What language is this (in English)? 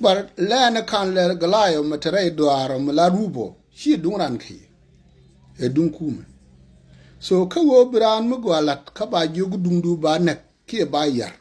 Nuer